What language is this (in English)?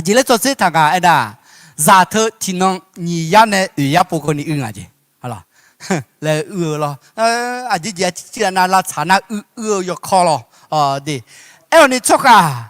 Akha